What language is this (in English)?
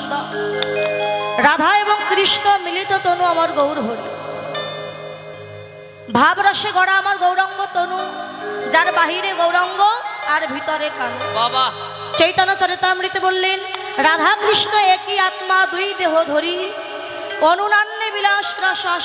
Bangla